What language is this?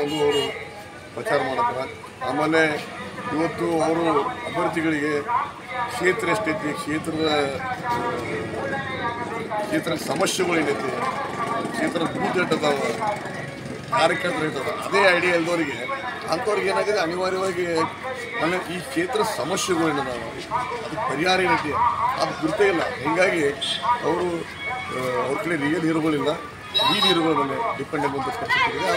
Kannada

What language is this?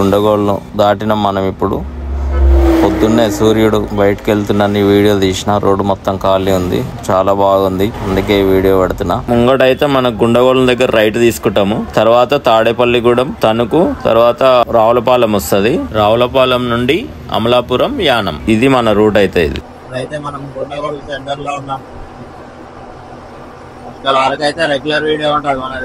Telugu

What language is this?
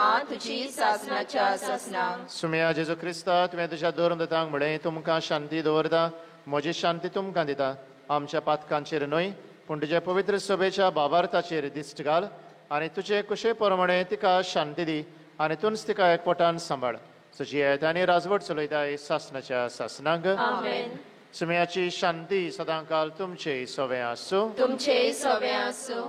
Konkani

